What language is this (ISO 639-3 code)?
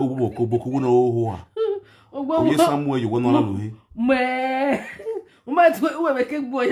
pcm